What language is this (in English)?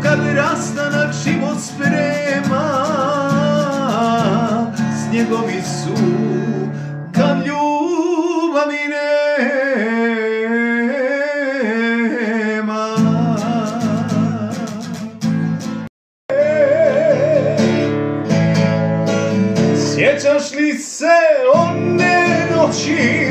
Croatian